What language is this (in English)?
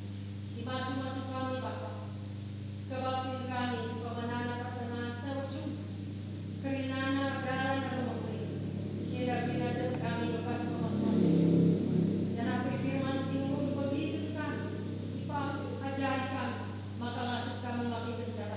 Batak Karo